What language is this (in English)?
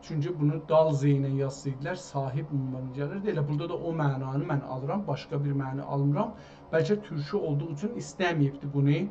South Azerbaijani